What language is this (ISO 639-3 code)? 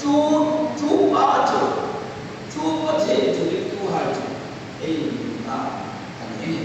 hmr